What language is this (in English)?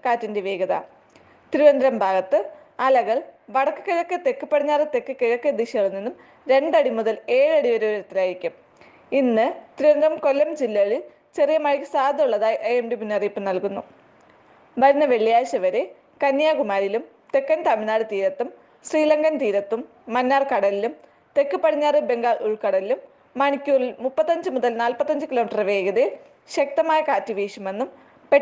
Malayalam